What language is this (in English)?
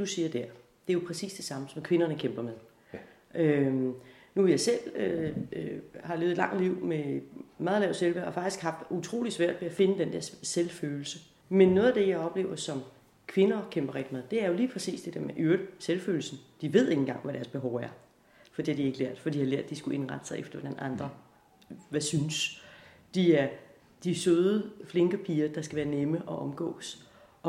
Danish